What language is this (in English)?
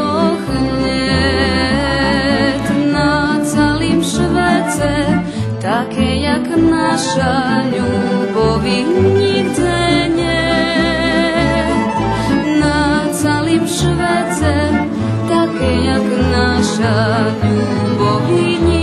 Rusyn